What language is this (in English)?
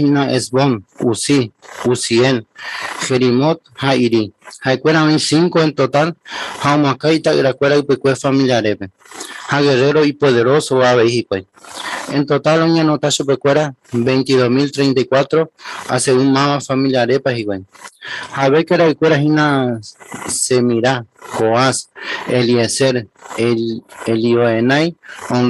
Guarani